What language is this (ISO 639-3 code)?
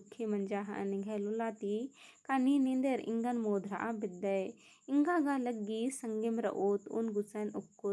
kru